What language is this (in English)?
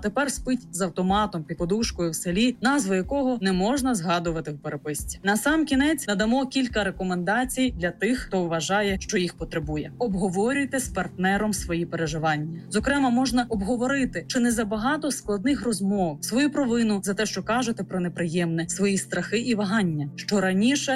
Ukrainian